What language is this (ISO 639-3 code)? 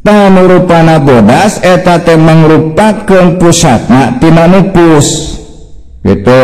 sun